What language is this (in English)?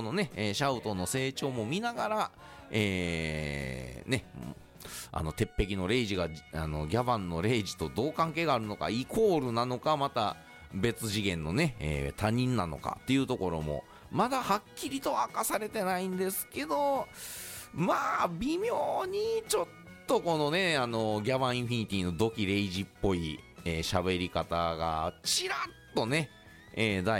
Japanese